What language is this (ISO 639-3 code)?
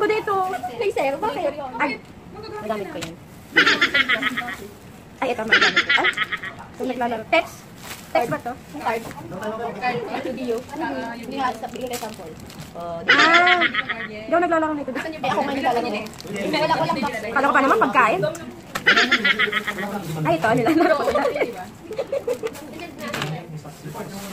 fil